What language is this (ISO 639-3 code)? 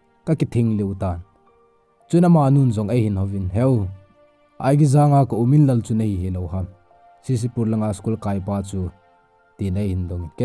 tcz